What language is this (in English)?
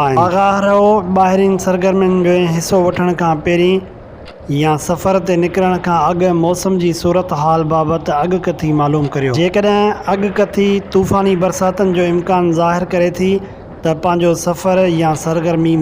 Sindhi